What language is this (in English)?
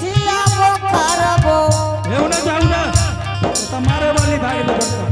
Angika